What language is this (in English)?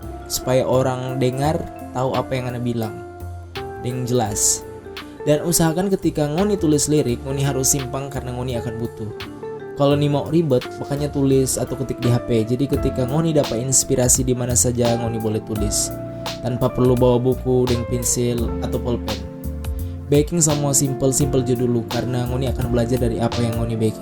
Manado Malay